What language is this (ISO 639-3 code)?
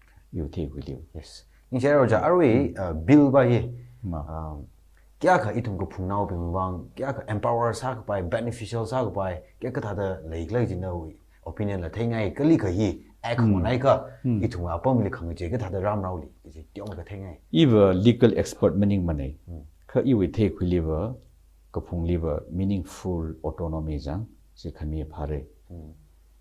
nmf